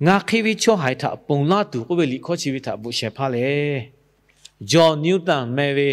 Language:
Lahu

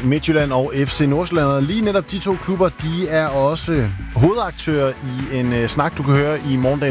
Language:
Danish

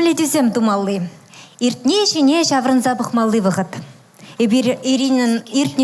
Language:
Chuvash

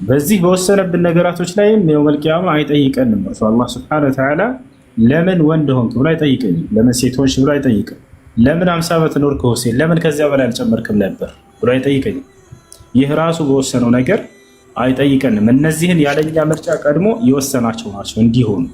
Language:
Amharic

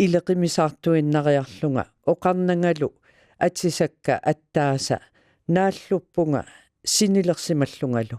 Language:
Kalaallisut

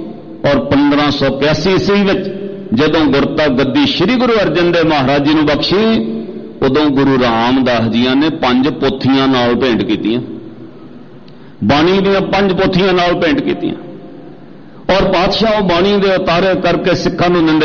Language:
Punjabi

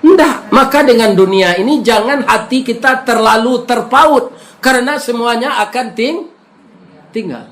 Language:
Minangkabau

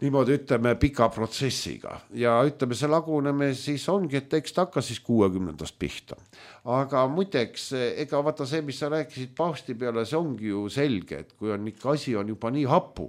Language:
Estonian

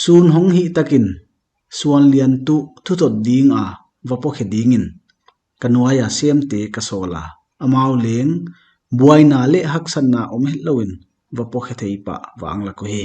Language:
Paite Chin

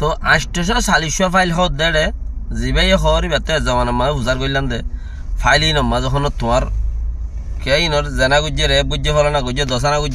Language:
Rohingya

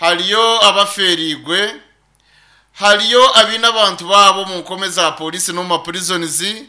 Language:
Nyankole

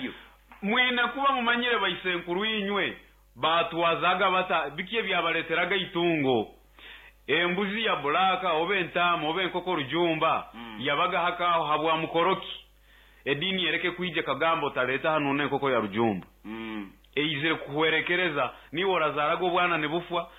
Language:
Nyoro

